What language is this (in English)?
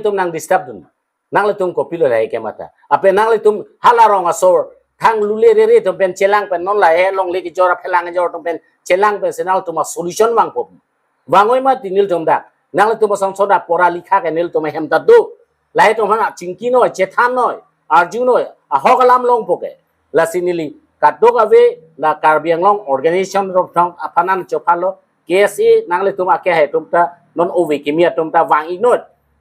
Karbi